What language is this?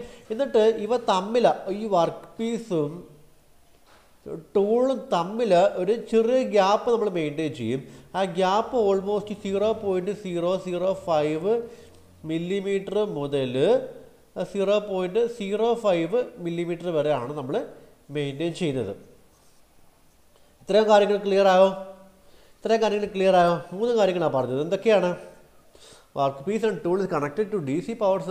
Malayalam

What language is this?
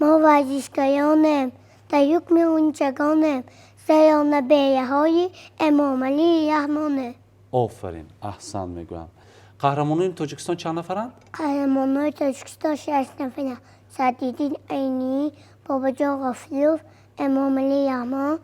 Tajik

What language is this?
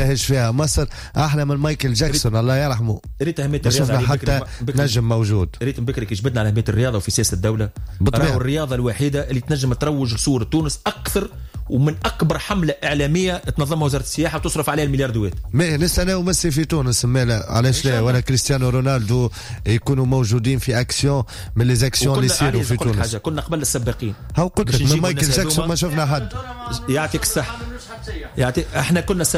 Tunisian Arabic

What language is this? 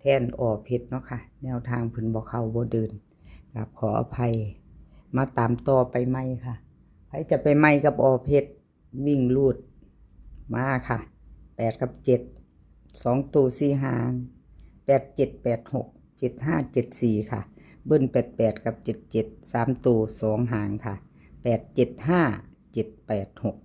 Northeastern Thai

